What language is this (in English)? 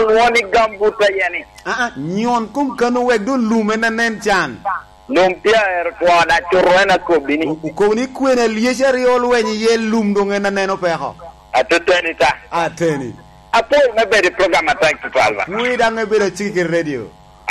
Lango (Uganda)